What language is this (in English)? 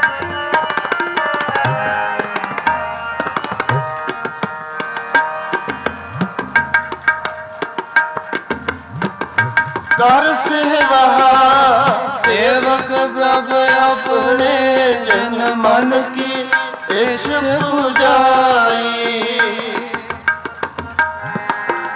Punjabi